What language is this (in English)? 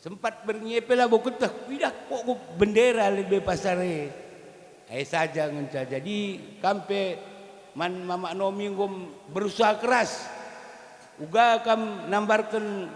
Batak Karo